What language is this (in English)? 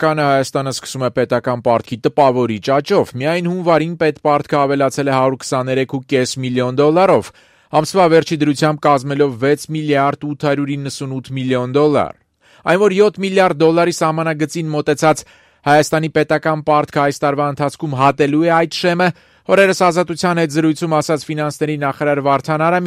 Armenian